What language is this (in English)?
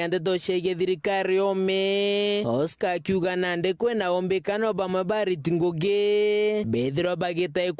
Meru